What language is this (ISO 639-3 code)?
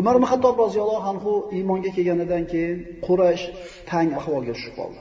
uzb